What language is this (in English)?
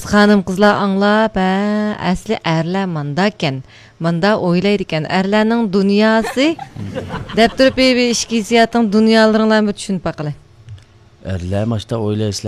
Uyghur